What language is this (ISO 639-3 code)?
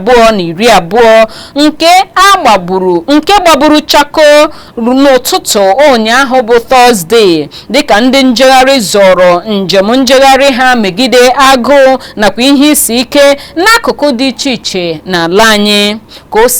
ibo